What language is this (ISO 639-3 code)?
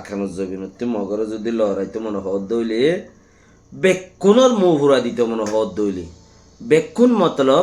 rhg